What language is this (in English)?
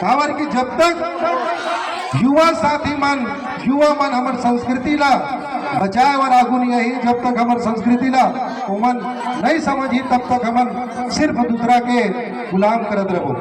Chhattisgarhi